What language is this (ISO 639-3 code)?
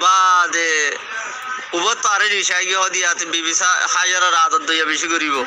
rhg